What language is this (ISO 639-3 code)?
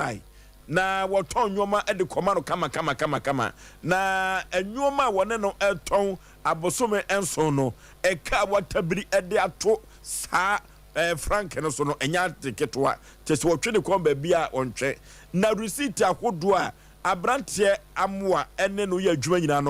aka